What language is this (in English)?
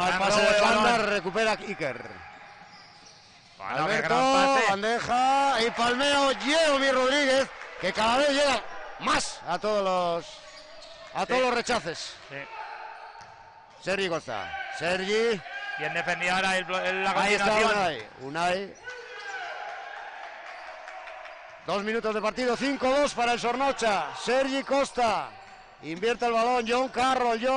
Spanish